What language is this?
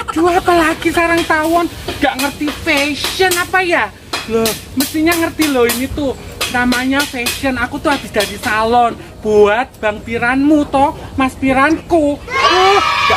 Betawi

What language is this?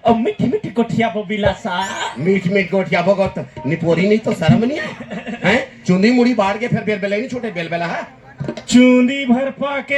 Chhattisgarhi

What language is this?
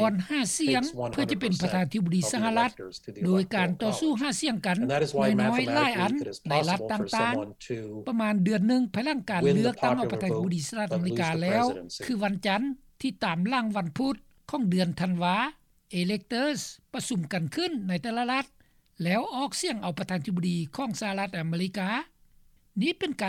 Lao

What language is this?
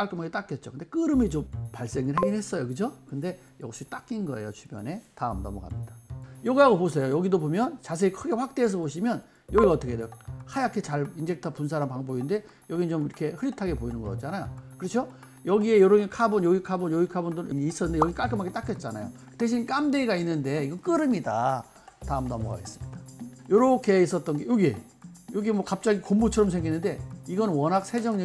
Korean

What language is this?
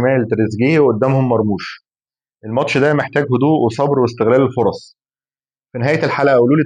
Egyptian Arabic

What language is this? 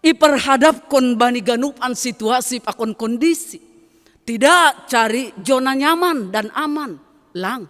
Batak Simalungun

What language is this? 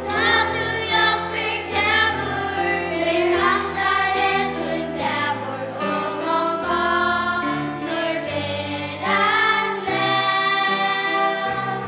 Faroese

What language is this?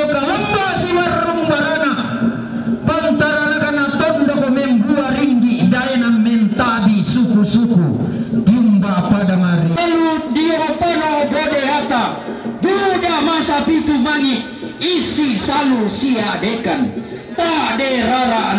Toraja-Sa'dan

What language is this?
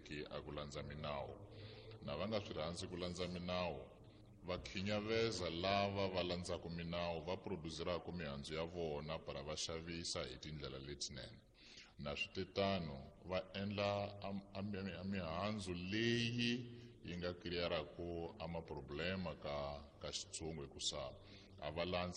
Tsonga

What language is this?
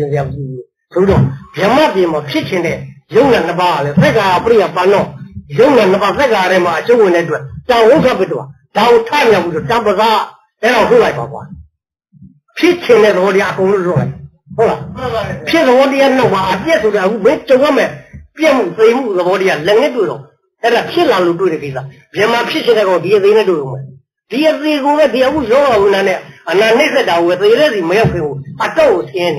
Burmese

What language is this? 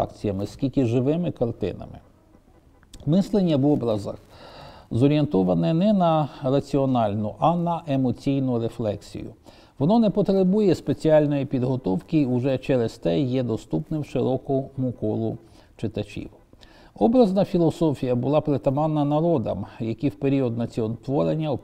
Ukrainian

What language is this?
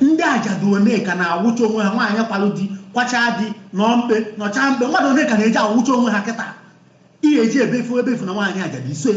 Igbo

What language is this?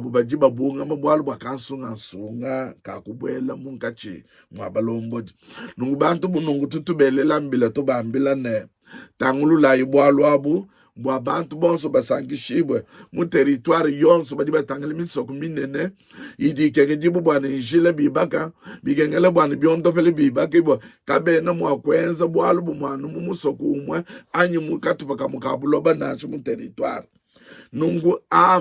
Luba-Lulua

